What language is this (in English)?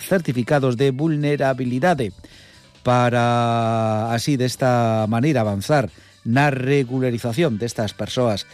Galician